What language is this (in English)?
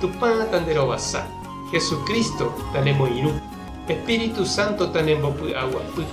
Guarani